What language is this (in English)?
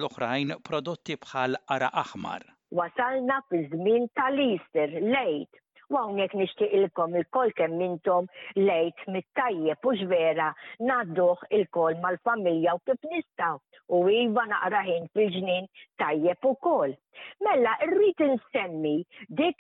Maltese